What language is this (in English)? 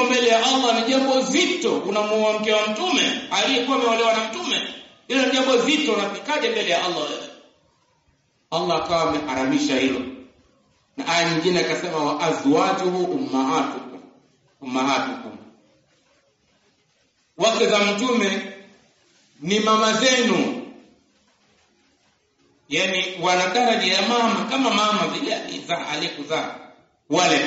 Swahili